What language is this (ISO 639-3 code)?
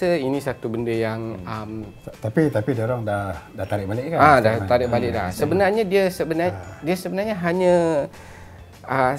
msa